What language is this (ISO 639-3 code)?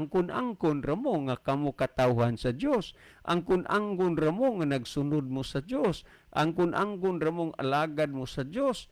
ceb